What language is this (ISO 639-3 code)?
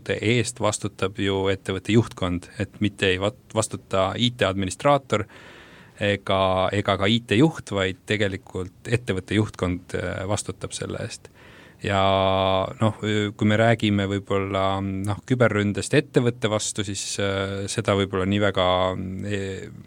est